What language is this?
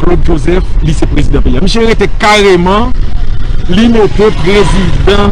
Haitian Creole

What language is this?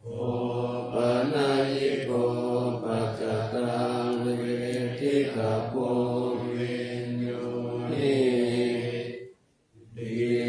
Pali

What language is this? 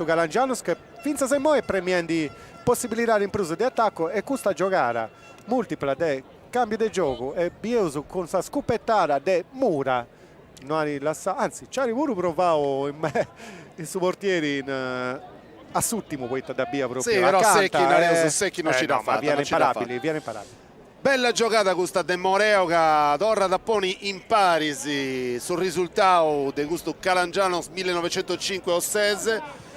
Sardinian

